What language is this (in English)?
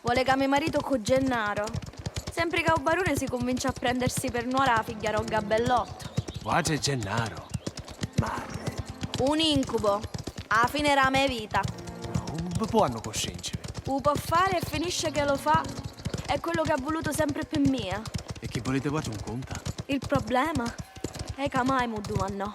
Sicilian